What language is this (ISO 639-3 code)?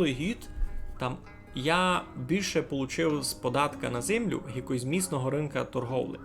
rue